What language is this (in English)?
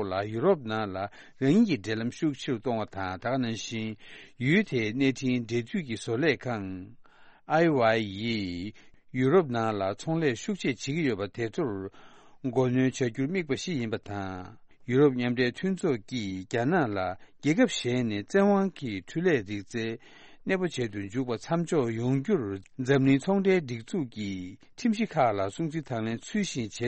Tibetan